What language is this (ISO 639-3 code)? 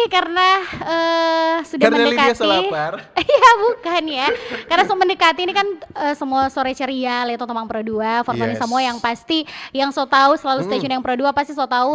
xmm